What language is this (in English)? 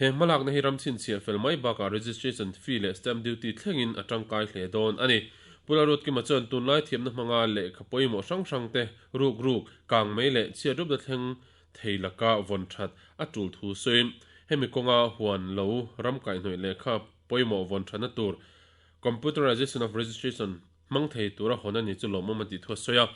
Mizo